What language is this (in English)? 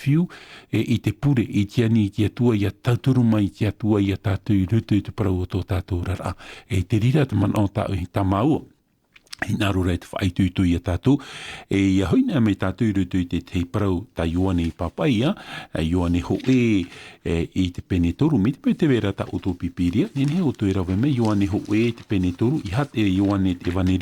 Tahitian